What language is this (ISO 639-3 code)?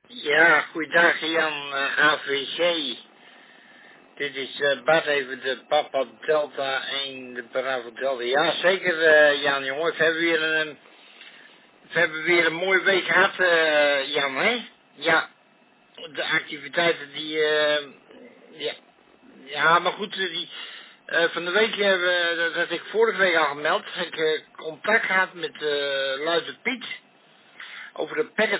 nld